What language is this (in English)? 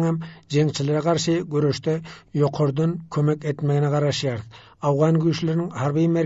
Turkmen